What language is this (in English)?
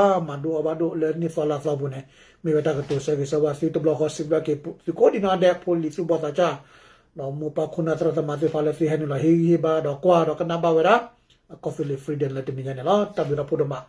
S'gaw Karen